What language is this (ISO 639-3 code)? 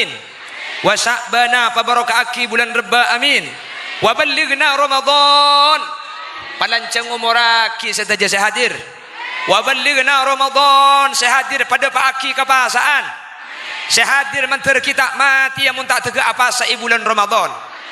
mad